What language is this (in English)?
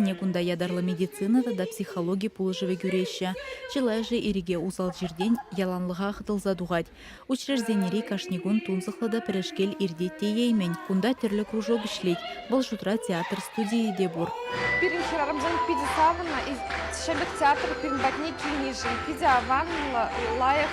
Chuvash